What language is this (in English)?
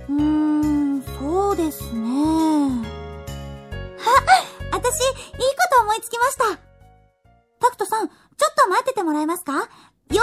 Japanese